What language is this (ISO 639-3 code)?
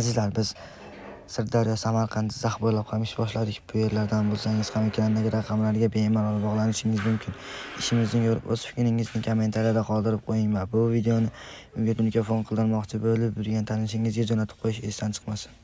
uzb